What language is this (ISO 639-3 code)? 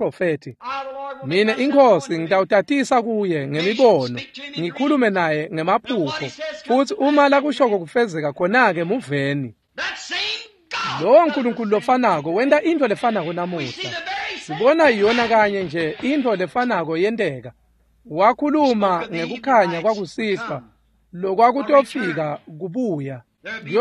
ssw